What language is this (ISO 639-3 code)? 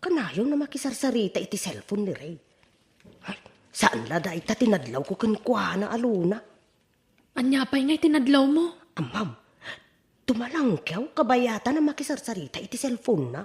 ilo